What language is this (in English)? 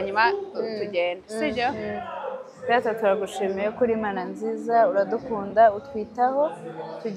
Kinyarwanda